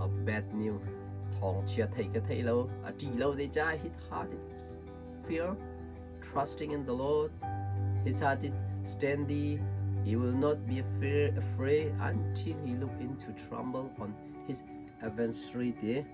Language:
Hakha Chin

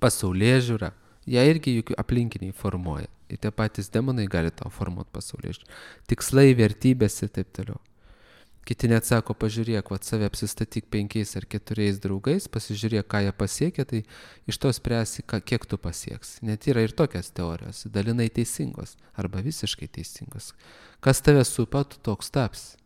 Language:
Lithuanian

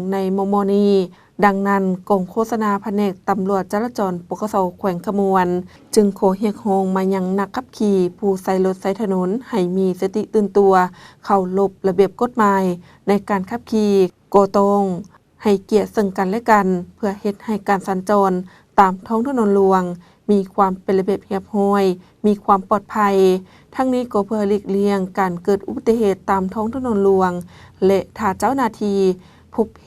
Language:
Lao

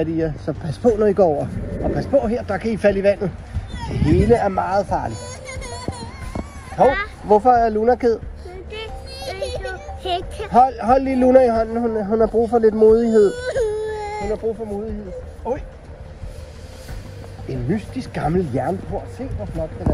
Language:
Danish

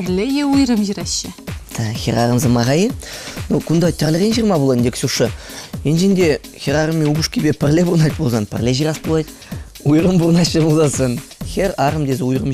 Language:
Chuvash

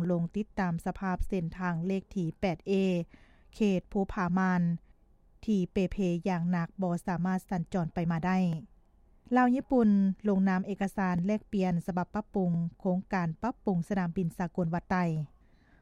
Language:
Lao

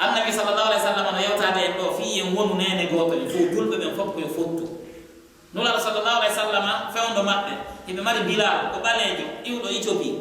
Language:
Pular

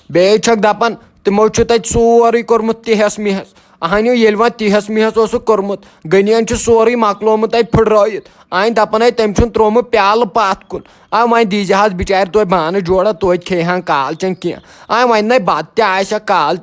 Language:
Kashmiri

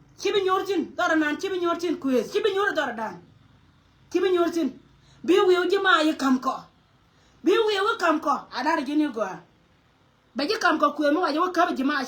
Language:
Nuer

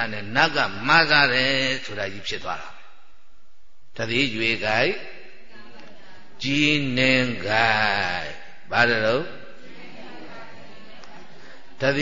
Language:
Burmese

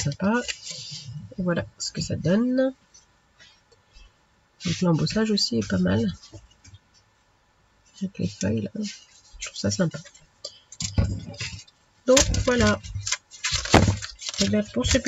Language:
French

